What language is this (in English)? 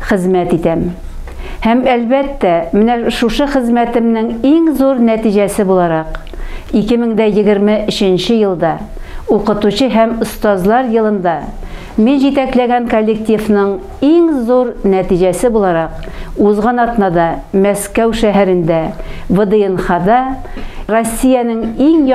Tatar